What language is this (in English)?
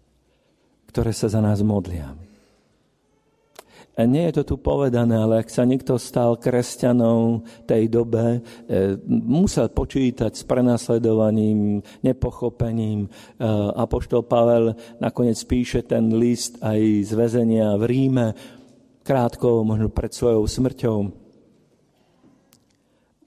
Slovak